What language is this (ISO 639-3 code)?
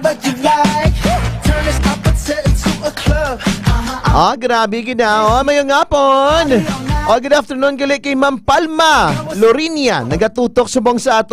hil